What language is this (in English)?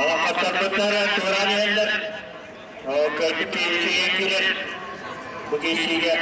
Yakut